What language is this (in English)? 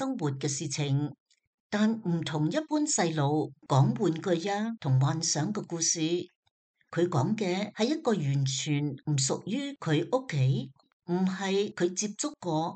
Cantonese